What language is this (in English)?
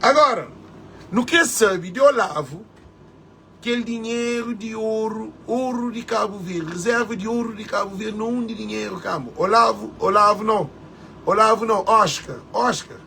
Kabuverdianu